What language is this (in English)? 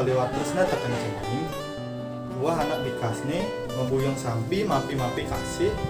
Balinese